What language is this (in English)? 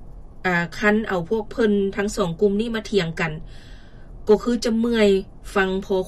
Lao